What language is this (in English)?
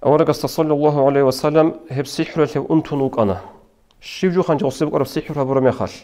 Avaric